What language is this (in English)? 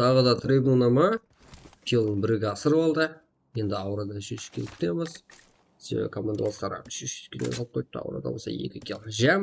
Kara-Kalpak